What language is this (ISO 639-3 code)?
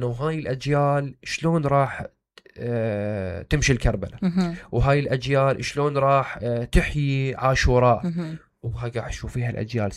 acm